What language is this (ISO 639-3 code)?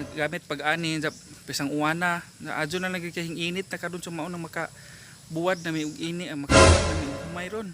ceb